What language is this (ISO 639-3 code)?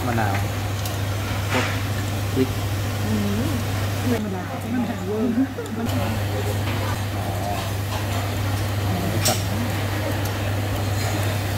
tha